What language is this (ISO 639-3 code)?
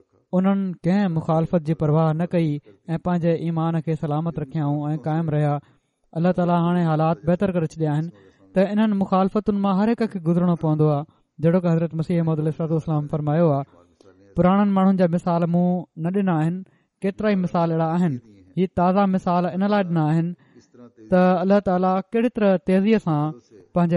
snd